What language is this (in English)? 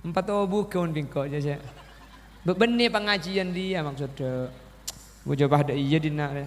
Madurese